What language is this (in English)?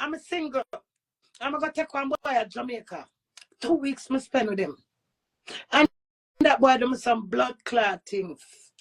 Jamaican Creole English